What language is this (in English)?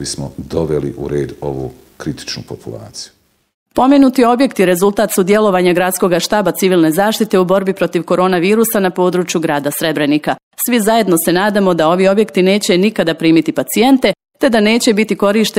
Bosnian